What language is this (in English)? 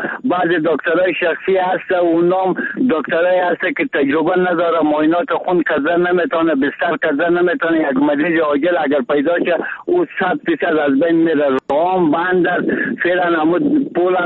Persian